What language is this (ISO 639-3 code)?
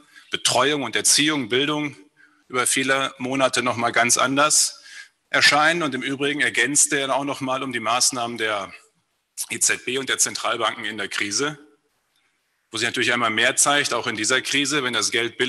deu